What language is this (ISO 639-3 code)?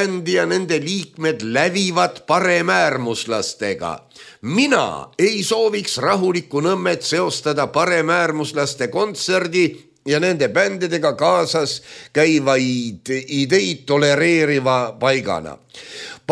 est